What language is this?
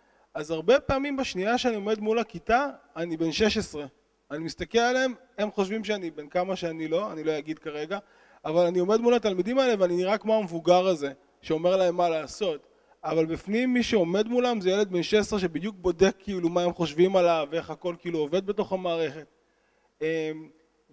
Hebrew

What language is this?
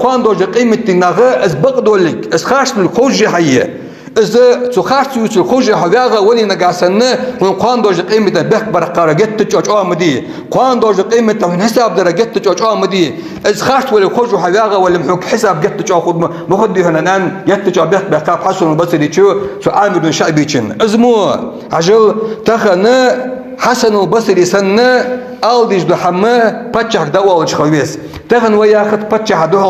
Ingush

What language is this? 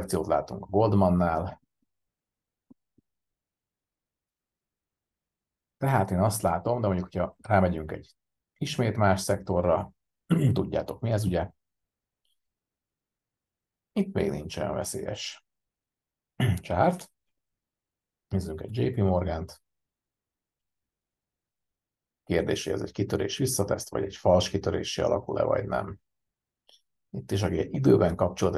Hungarian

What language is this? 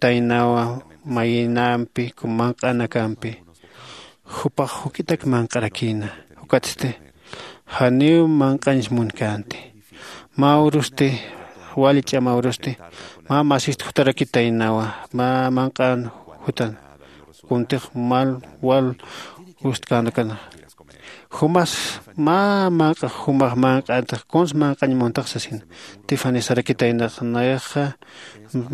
Aymara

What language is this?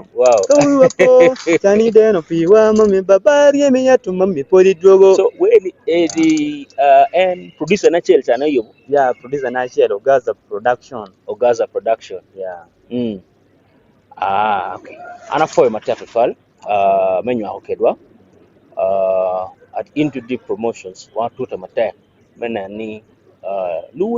Acoli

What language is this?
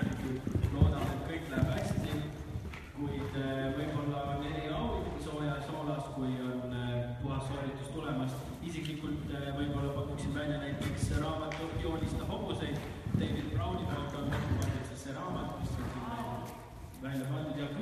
Estonian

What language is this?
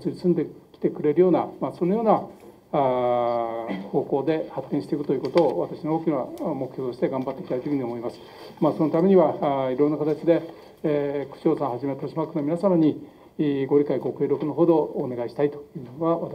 Japanese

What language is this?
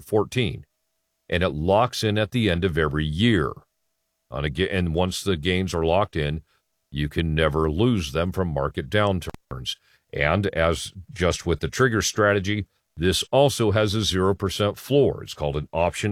English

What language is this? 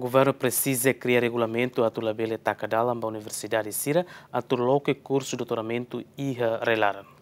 Tetum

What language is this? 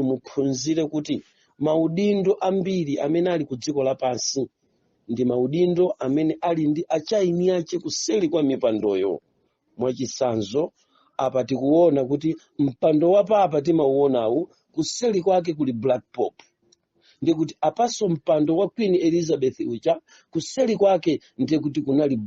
Nyanja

